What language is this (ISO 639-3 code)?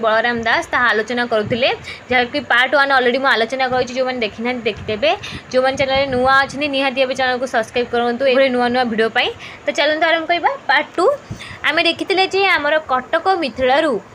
ori